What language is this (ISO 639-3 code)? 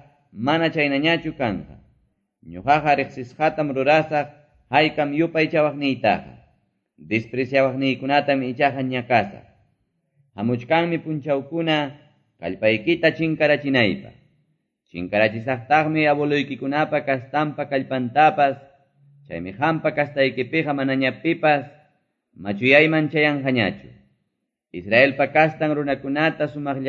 que